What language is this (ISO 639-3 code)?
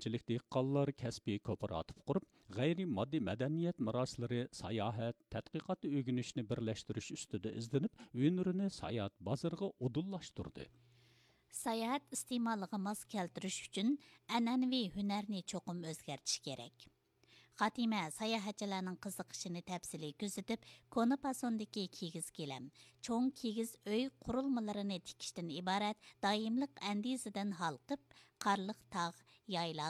uig